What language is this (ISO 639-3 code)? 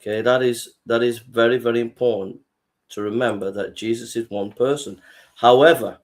eng